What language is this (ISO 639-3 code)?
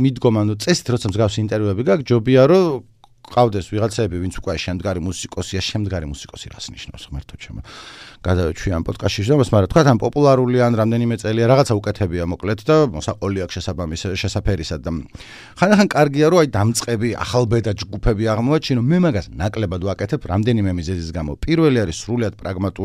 kat